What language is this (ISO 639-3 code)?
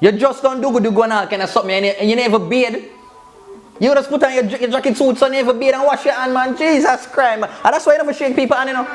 jam